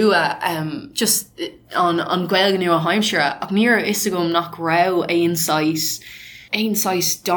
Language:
Irish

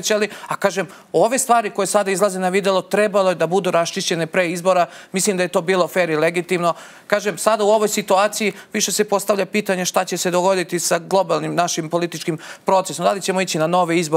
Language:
Serbian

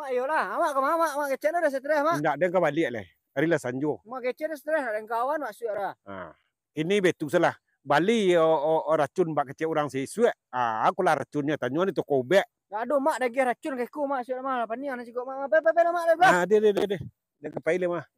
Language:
Minangkabau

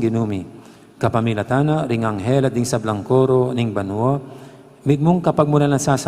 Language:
Pampanga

